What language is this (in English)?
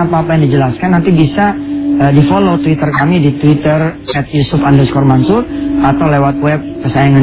Indonesian